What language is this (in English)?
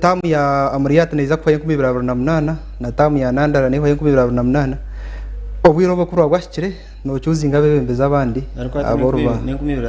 Nyankole